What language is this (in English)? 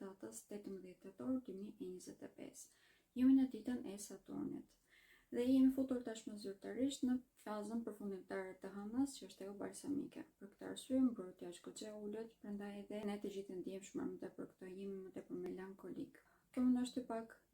Albanian